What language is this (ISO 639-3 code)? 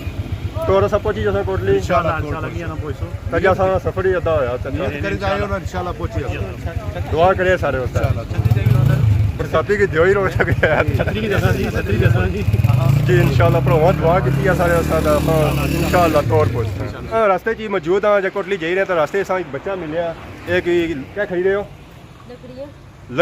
phr